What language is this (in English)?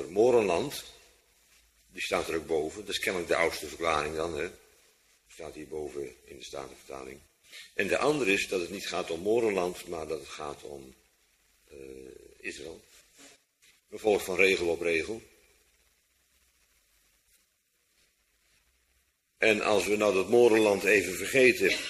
Dutch